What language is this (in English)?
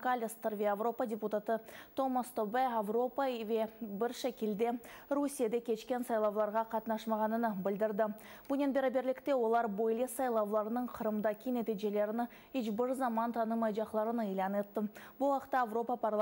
Crimean Tatar